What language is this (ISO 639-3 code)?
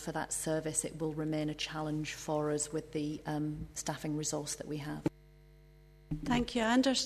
eng